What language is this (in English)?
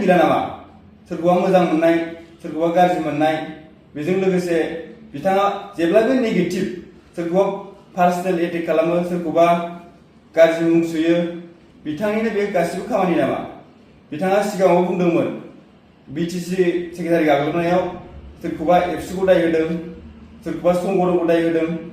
Bodo